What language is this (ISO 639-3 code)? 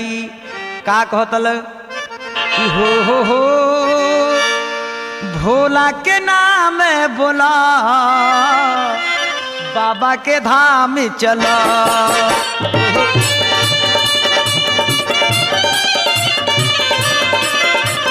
bho